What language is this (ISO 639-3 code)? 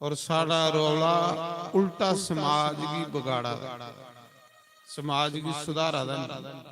doi